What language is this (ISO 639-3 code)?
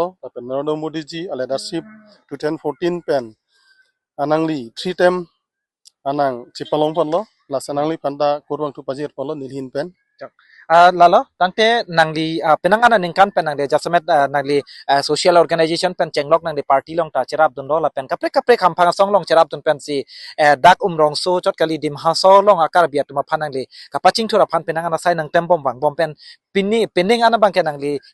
mjw